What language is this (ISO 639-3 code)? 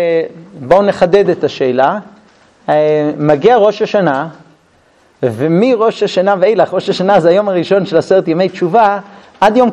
heb